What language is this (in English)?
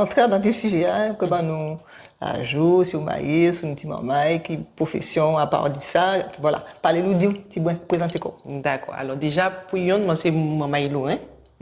Guadeloupean Creole French